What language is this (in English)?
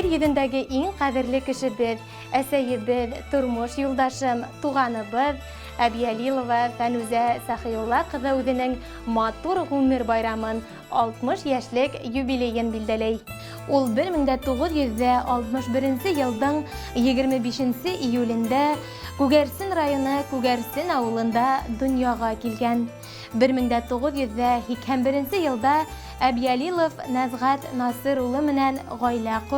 Bashkir